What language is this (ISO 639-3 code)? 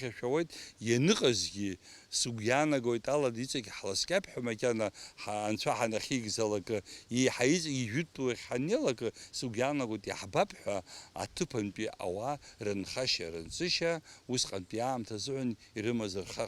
abk